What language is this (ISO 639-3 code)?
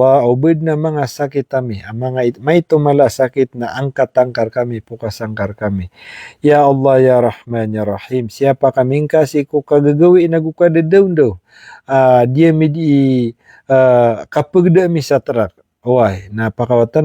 mrw